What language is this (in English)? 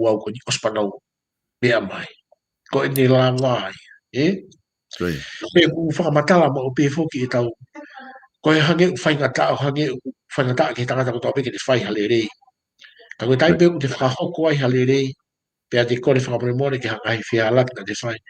Tongan